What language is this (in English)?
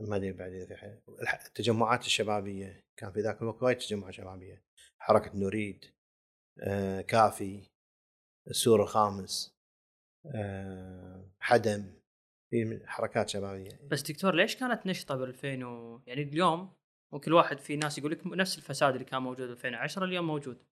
Gulf Arabic